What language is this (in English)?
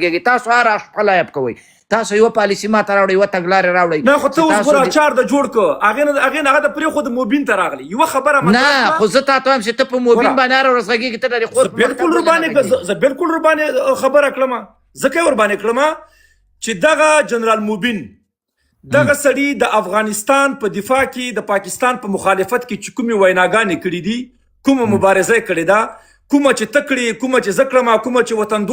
Pashto